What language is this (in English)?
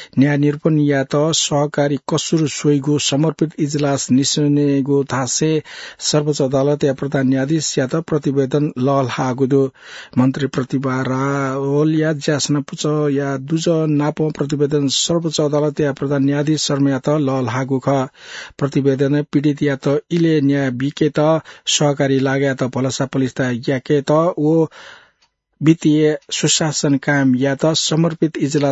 Newari